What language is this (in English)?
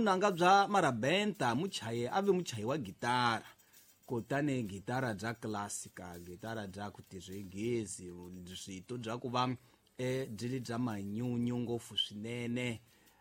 Tsonga